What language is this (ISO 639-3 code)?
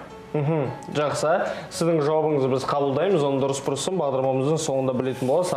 kaz